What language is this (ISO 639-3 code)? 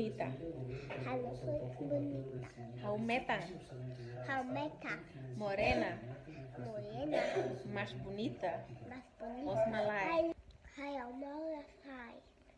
tet